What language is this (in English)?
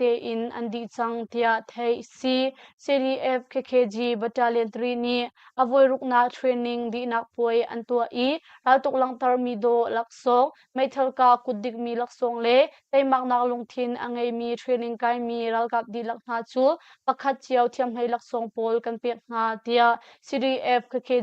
Hakha Chin